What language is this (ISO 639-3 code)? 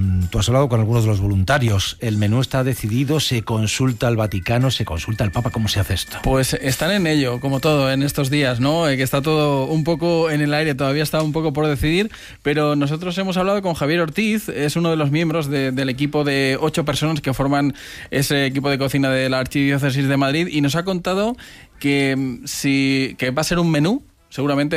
spa